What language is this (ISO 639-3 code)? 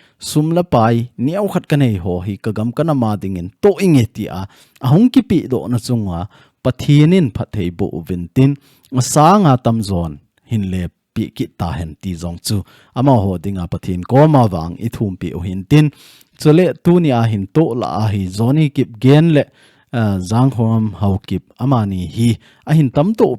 tcz